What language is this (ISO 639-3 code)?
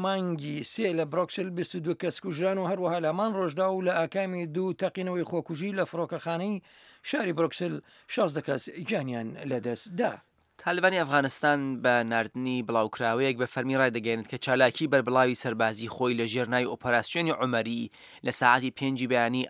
ckb